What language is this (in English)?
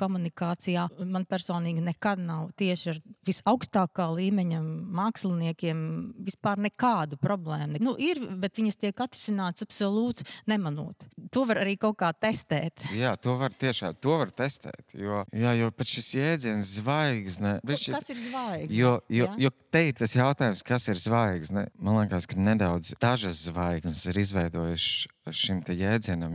Latvian